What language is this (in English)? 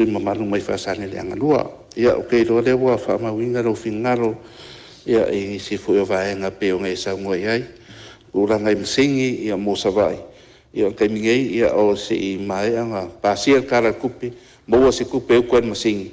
Samoan